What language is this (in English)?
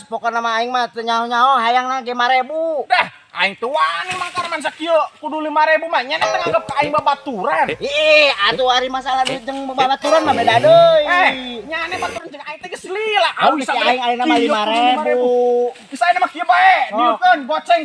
Sundanese